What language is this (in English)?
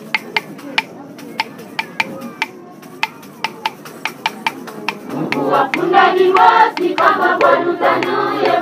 Swahili